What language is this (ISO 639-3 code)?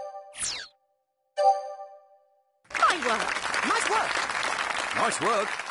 eng